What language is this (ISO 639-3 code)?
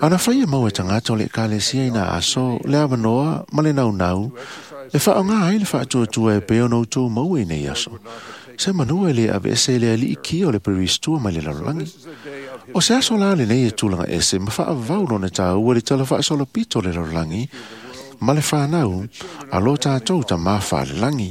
smo